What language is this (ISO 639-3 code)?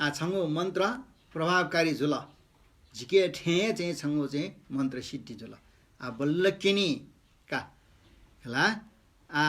new